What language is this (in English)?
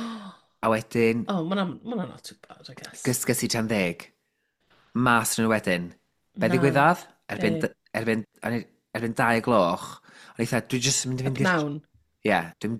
Welsh